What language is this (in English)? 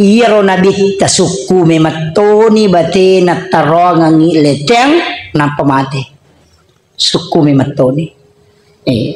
Buginese